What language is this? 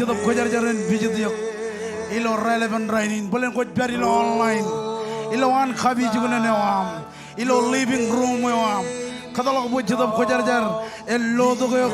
Marshallese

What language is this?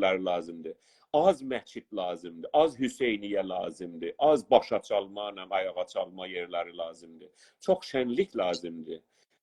South Azerbaijani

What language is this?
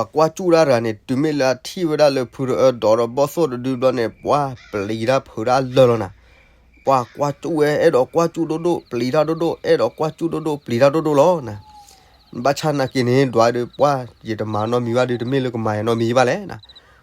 S'gaw Karen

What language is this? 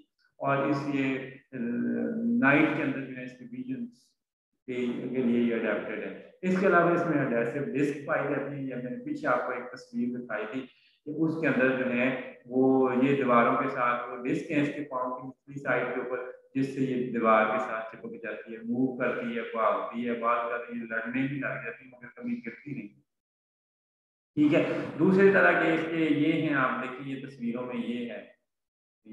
Hindi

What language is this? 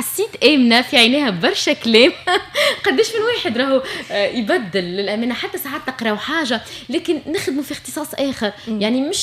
Tunisian Arabic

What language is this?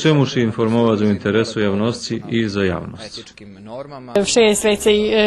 Rusyn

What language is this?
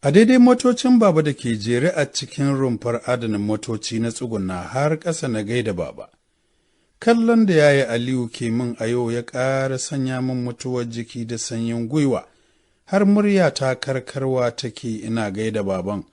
Hausa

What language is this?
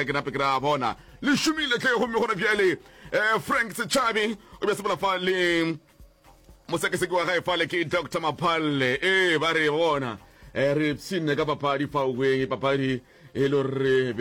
Northern Sotho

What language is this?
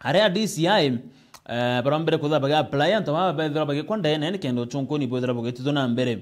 Meru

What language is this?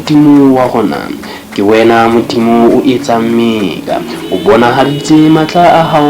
Southern Sotho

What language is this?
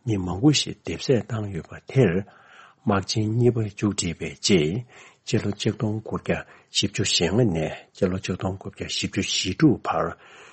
Tibetan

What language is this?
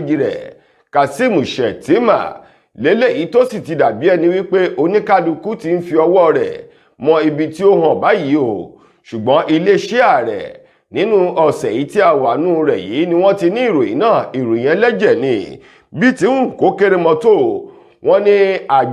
Yoruba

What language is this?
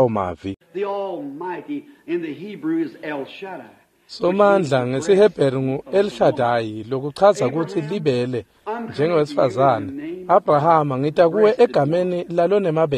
Swati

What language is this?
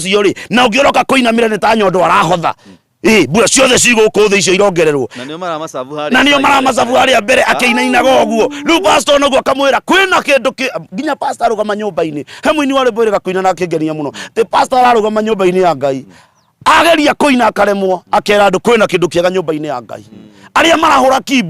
Kikuyu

